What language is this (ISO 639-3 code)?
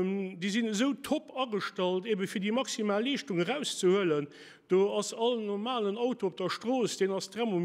ltz